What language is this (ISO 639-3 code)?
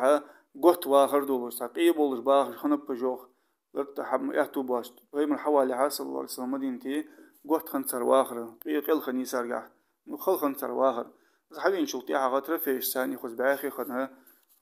inh